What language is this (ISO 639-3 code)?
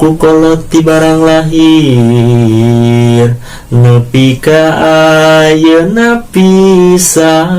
sun